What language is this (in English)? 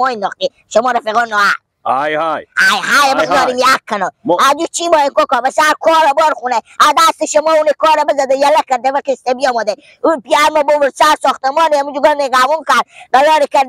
Persian